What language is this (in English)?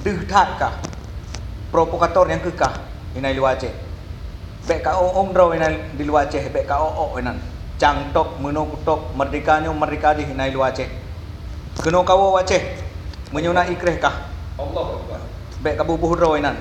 Achinese